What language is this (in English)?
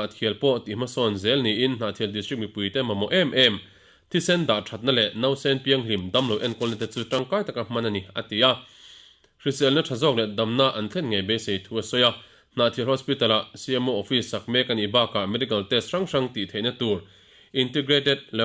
Mizo